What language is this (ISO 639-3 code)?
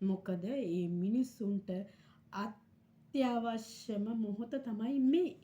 sin